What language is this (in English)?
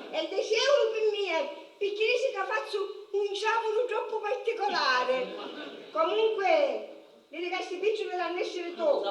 Sicilian